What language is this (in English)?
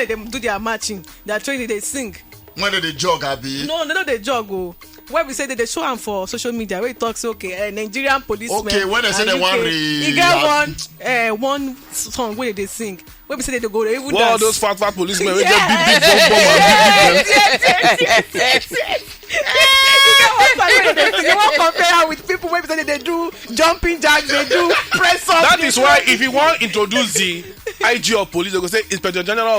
Nigerian Pidgin